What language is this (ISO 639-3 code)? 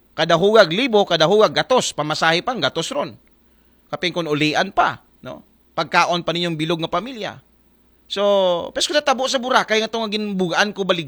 akl